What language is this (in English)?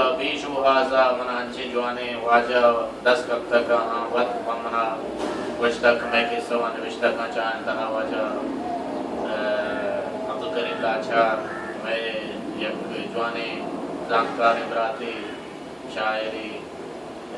Baluchi